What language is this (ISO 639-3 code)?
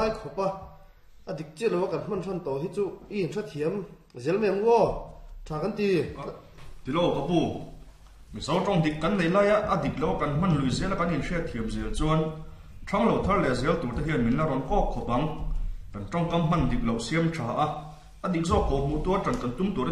lus